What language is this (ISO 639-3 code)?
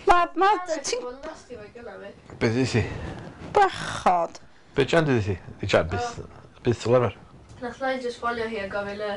cym